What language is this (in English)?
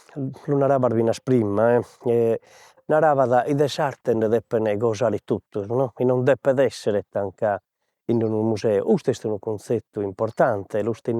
Sardinian